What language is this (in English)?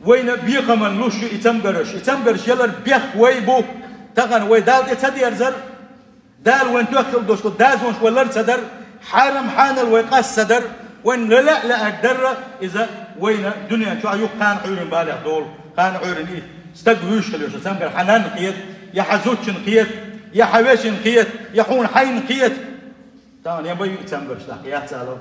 Chechen